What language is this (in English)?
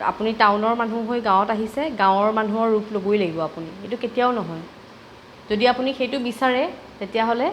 Assamese